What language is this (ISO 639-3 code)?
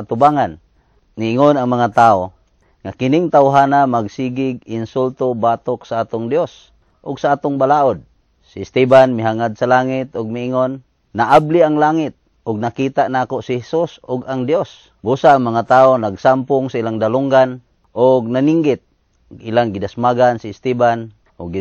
ceb